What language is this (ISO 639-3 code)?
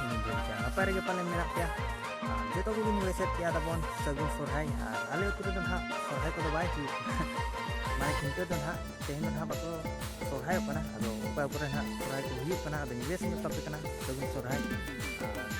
sat